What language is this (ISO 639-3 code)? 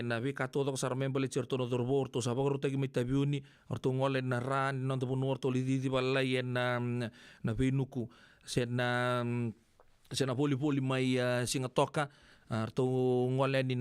fij